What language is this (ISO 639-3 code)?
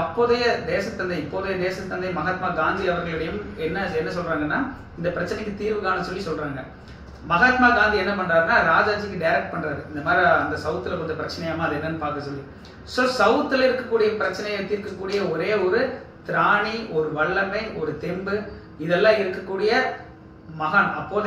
tam